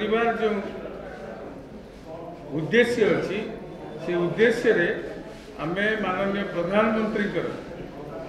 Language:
Odia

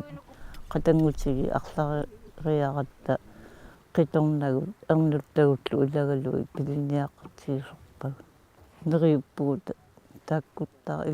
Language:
Kalaallisut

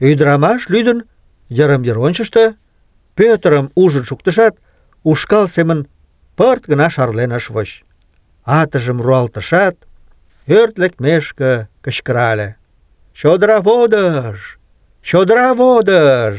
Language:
Mari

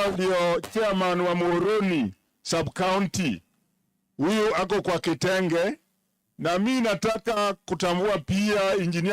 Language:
Luo (Kenya and Tanzania)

